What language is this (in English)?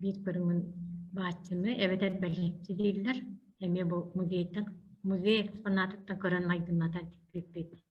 Yakut